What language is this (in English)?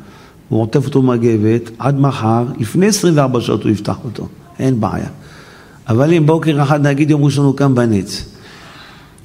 Hebrew